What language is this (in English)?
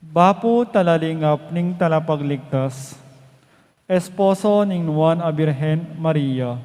Pampanga